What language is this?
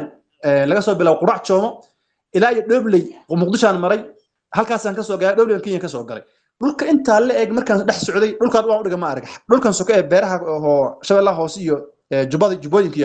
Somali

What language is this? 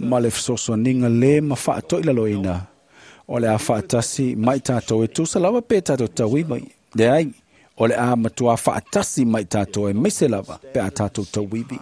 Samoan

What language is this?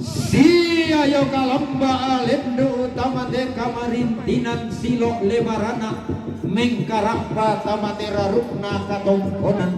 Toraja-Sa'dan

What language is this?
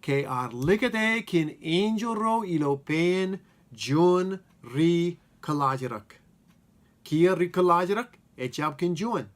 Marshallese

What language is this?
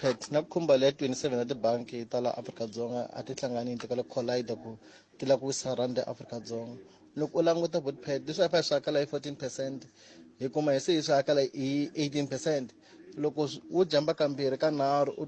Tsonga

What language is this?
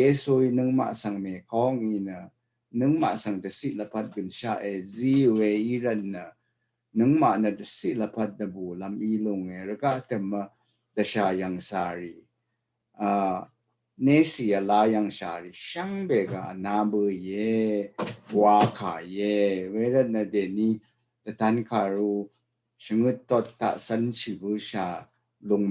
Rawang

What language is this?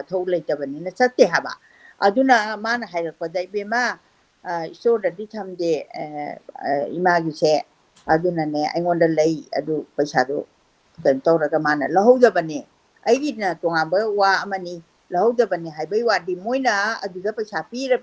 Manipuri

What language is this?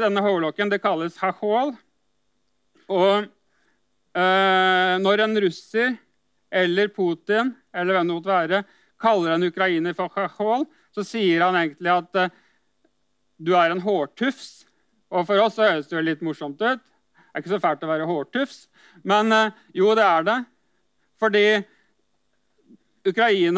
Norwegian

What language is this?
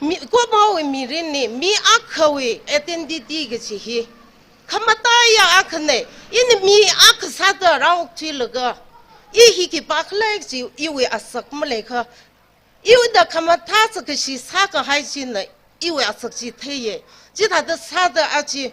Tangkhul Naga (India)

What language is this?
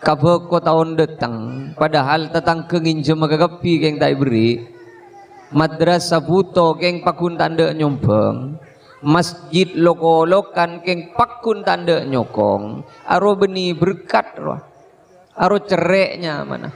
Madurese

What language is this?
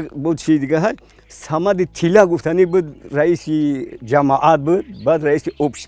Tajik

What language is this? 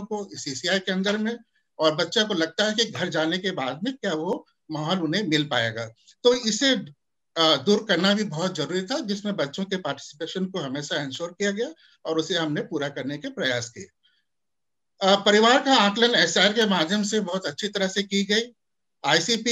Hindi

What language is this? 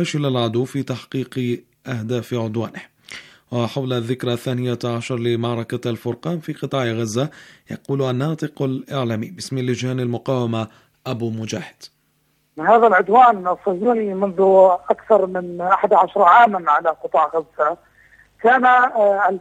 Arabic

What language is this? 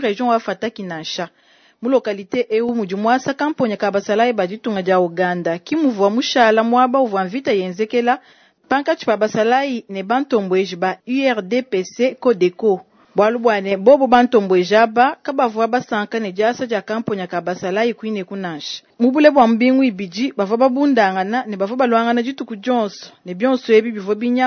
Luba-Lulua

